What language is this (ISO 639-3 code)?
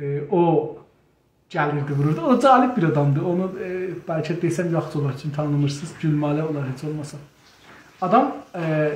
azb